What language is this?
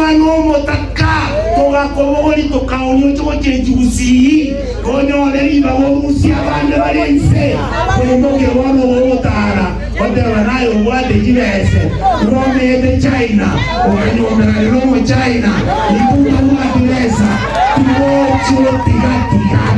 Gusii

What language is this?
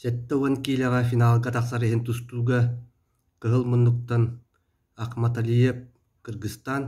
Yakut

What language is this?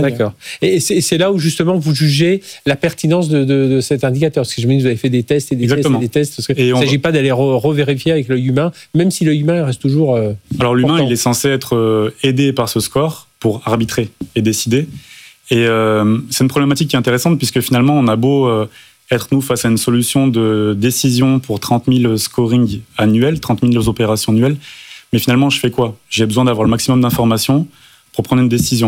French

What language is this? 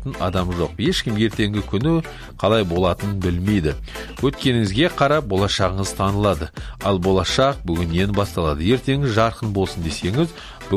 Kazakh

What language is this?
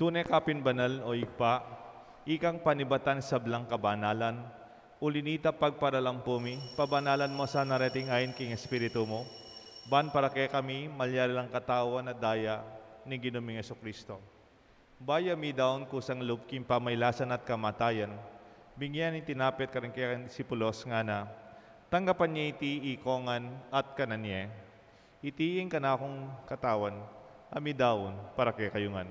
Pampanga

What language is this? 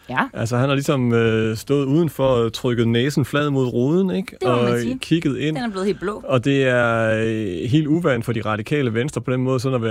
Danish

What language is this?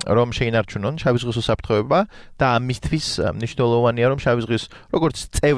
Georgian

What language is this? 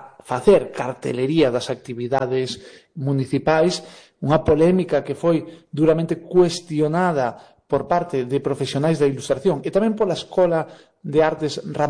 Galician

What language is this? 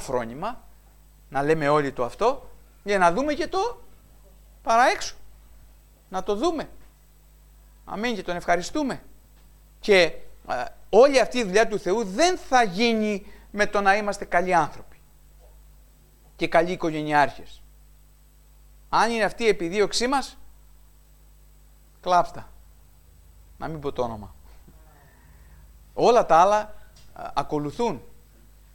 Greek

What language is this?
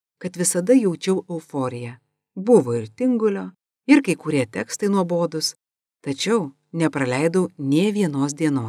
Lithuanian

